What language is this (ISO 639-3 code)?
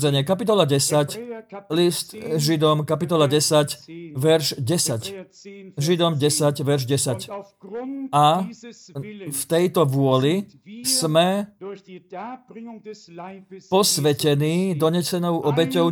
slk